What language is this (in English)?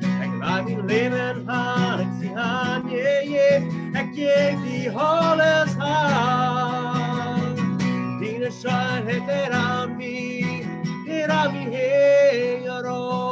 Plautdietsch